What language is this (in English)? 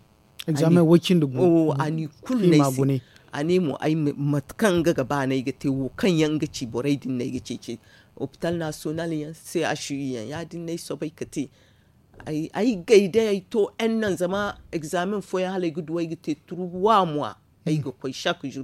Zarma